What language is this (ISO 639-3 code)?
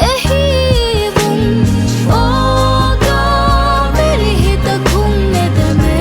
div